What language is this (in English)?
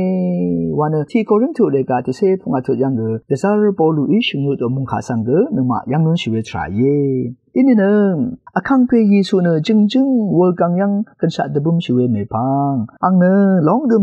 Rawang